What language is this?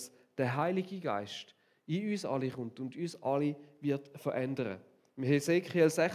Swiss German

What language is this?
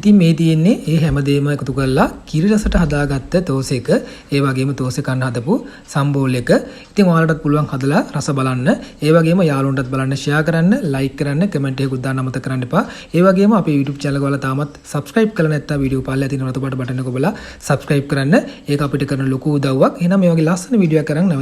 Sinhala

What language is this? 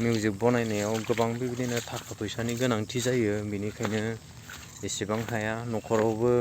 Bodo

